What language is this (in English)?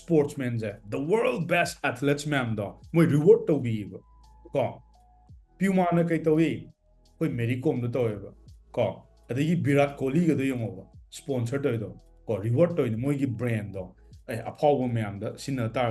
Manipuri